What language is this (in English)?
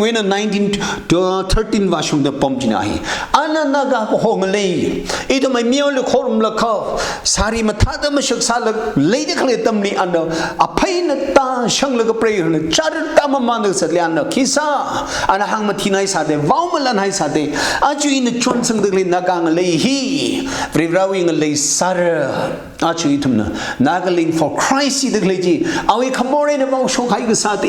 Tangkhul Naga (India)